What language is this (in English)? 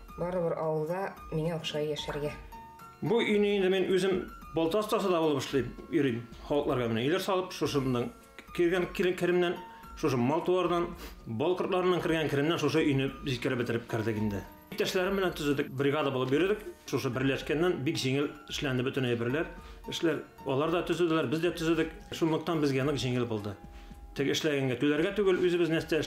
Bashkir